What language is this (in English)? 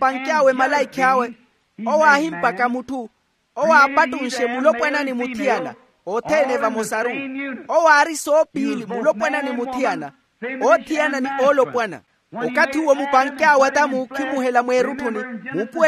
Makhuwa